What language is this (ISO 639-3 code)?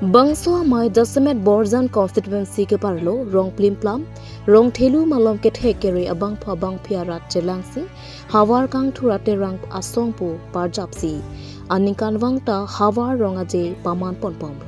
mjw